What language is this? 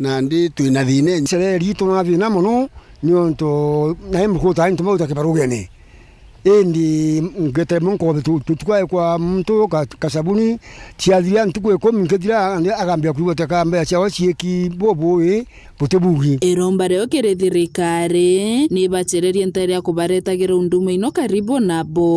Meru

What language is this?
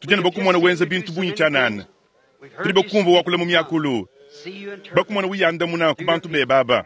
Luba-Lulua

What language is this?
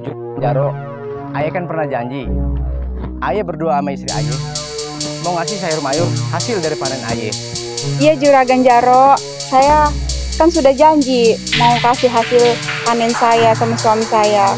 Betawi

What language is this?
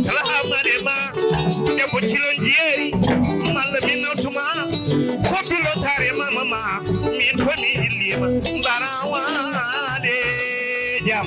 Fula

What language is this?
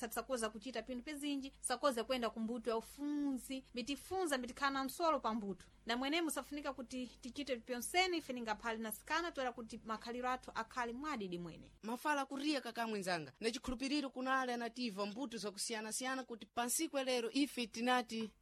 Sena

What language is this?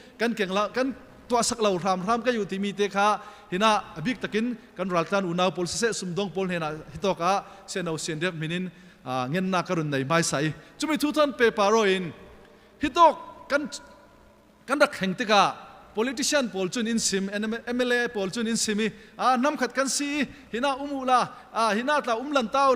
Falam Chin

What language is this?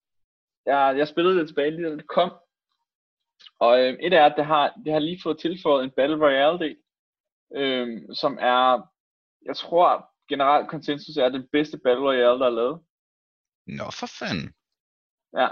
Danish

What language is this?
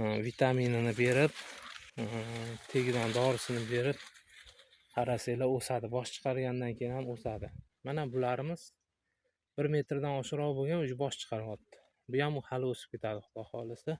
Uzbek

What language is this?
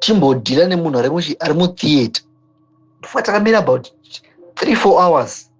Shona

